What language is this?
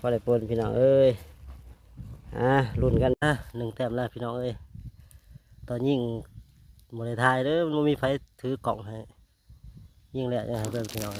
Lao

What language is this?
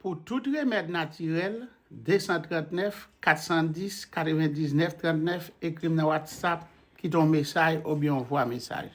Haitian Creole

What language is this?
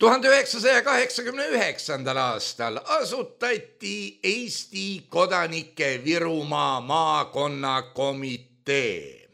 Estonian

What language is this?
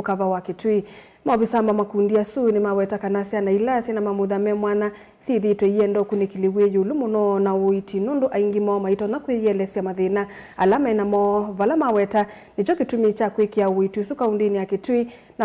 Kamba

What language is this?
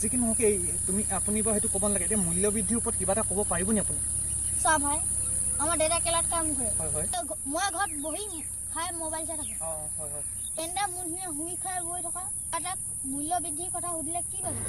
Assamese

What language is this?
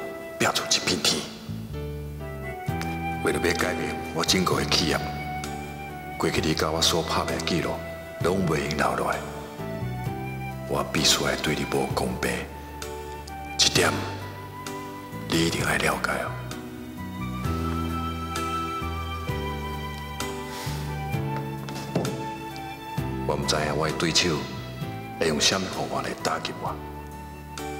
Min Nan Chinese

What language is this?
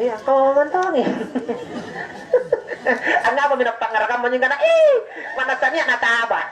Makasar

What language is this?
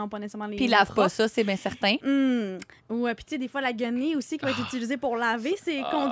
French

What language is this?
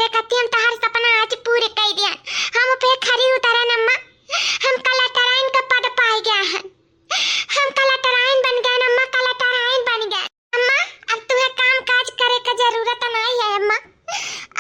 Awadhi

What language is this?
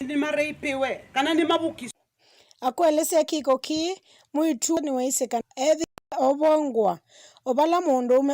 Kamba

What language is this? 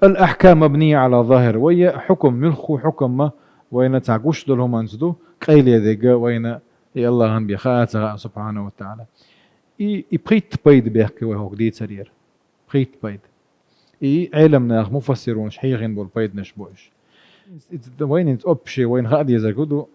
Chechen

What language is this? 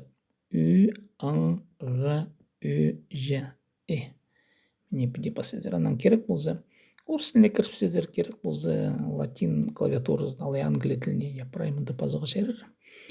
Khakas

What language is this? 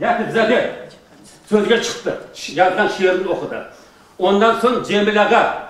Crimean Tatar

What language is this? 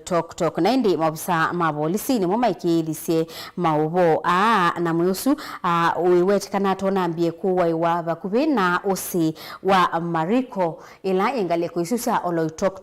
Kamba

